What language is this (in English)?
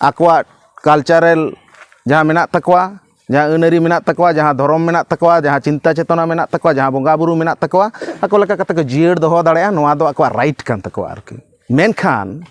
Santali